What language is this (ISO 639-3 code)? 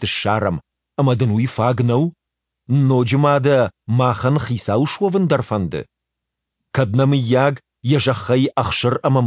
oss